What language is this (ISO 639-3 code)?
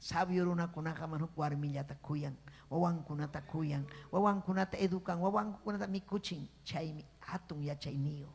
quy